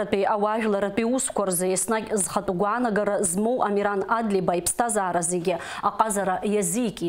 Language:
Abkhazian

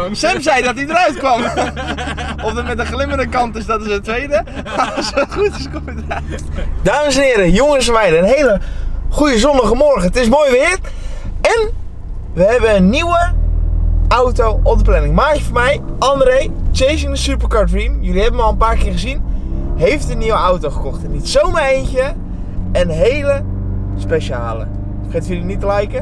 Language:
Dutch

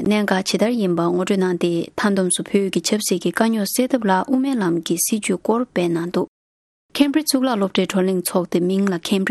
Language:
Tibetan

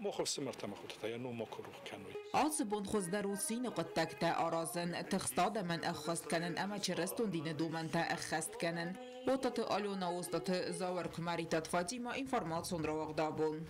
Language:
Ossetic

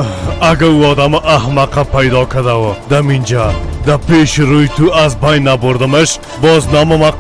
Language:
Persian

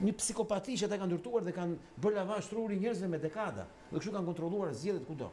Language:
Albanian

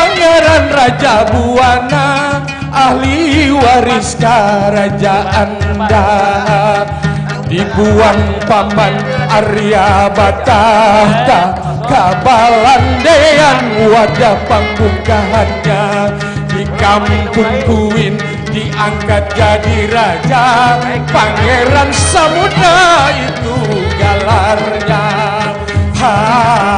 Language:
Banjar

